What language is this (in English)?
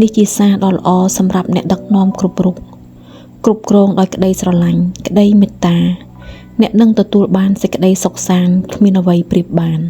Khmer